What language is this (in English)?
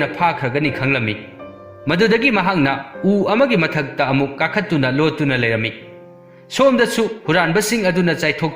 Manipuri